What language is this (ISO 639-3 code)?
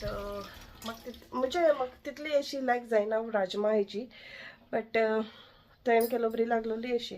kok